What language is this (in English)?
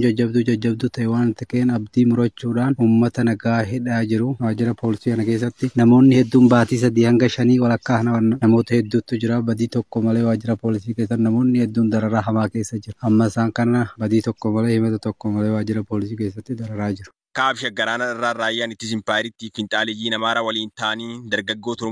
Oromo